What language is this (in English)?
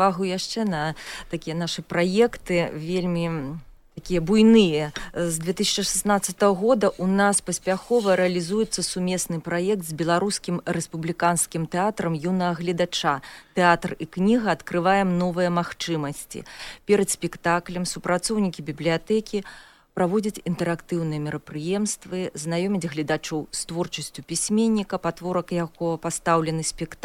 Belarusian